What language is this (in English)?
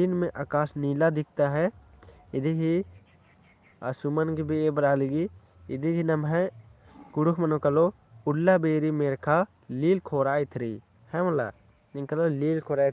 Kurukh